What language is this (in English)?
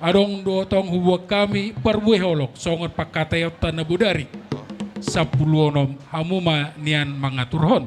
Batak Toba